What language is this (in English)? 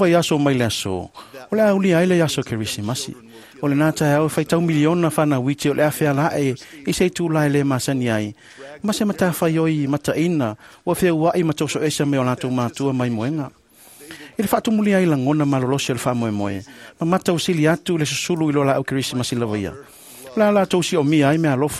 Samoan